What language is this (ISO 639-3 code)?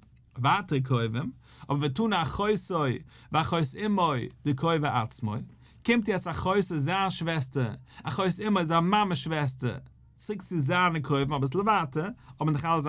yid